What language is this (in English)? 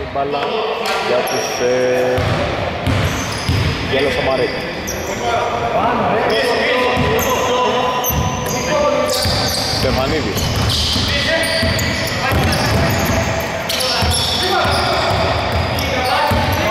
Greek